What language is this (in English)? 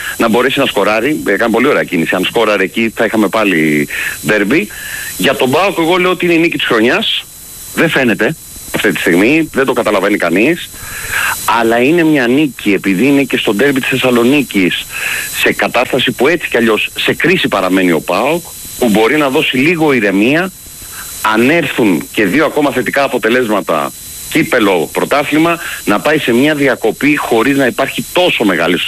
Greek